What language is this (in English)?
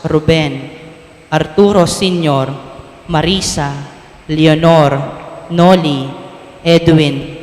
Pampanga